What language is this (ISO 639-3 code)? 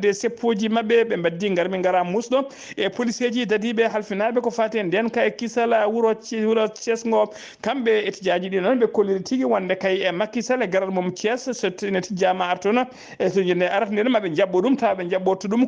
ful